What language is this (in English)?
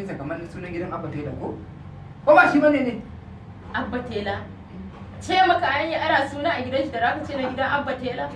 Hausa